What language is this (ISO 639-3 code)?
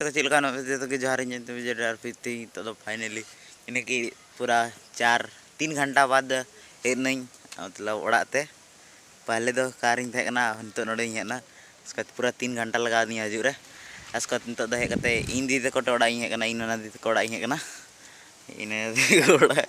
sat